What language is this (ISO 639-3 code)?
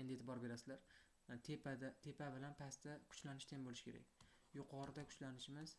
uzb